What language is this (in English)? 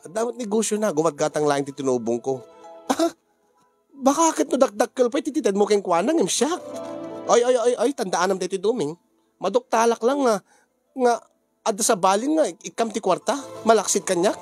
Iloko